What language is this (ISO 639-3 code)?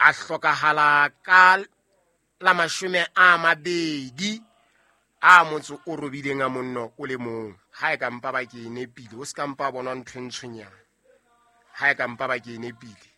sot